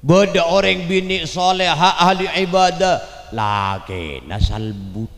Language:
Madurese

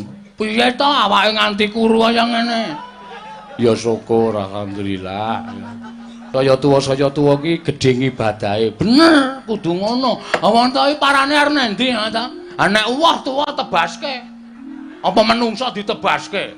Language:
Javanese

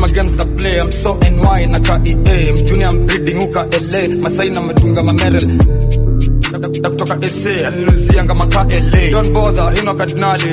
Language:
Swahili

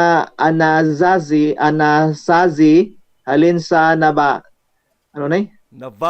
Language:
Hiligaynon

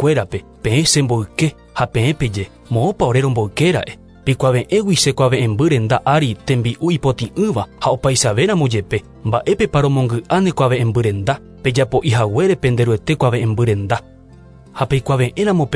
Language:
Guarani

